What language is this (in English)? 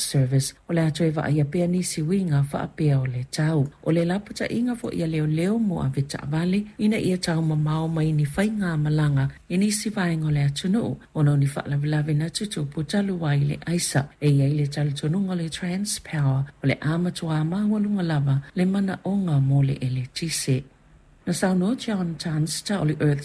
Samoan